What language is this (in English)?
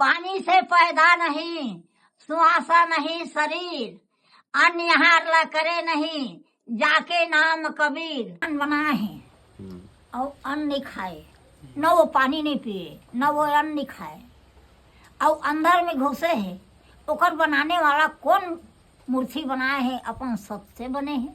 Chhattisgarhi